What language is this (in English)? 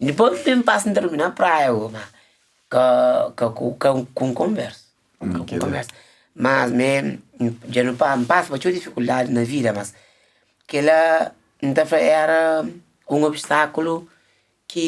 Kabuverdianu